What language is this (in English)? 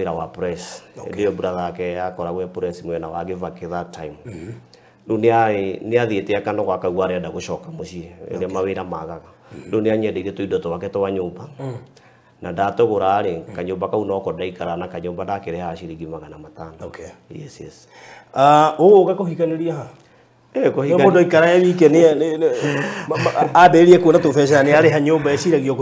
Kikuyu